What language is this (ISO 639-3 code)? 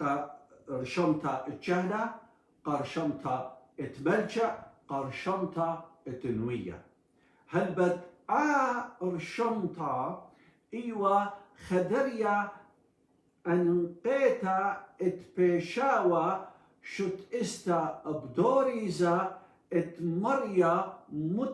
aii